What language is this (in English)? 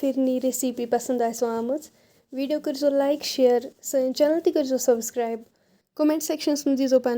Kashmiri